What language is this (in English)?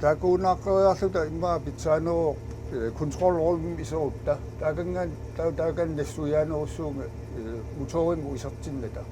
Kalaallisut